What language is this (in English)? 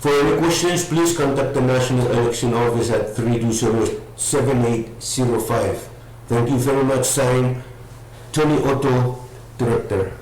Pohnpeian